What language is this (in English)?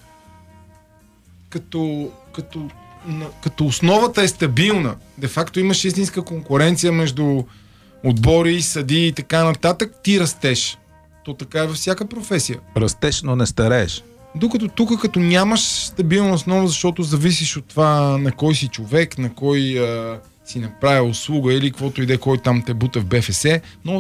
Bulgarian